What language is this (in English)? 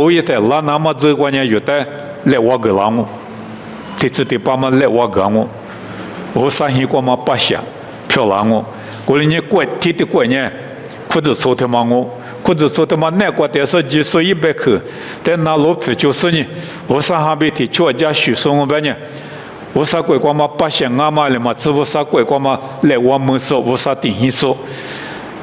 Lisu